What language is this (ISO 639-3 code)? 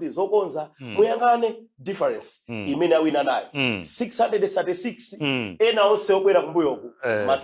nya